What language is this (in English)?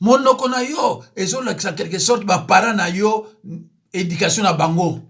Lingala